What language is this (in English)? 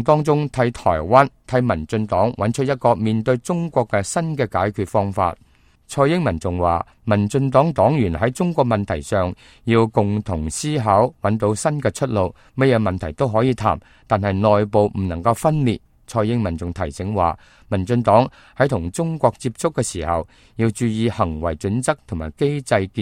Cantonese